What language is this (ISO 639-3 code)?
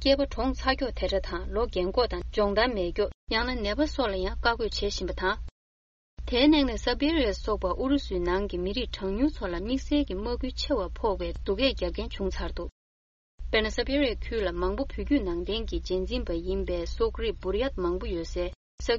bod